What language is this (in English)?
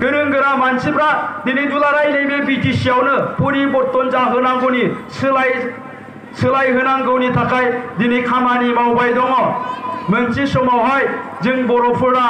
Bodo